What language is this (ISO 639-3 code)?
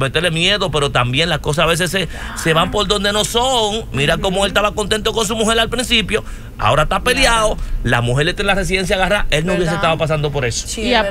spa